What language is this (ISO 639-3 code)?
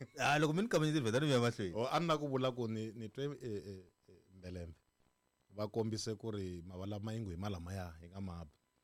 tso